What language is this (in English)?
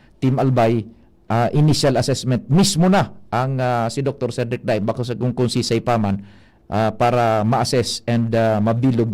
Bikol